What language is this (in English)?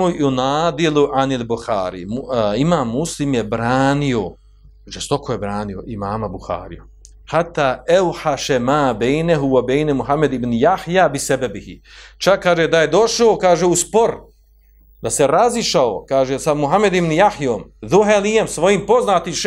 Bosnian